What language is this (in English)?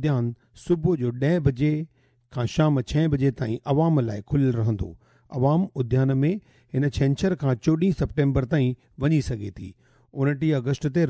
Sindhi